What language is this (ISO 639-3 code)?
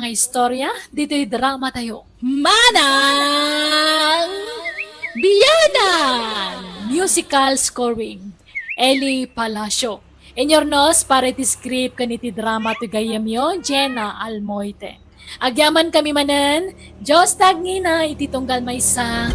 ilo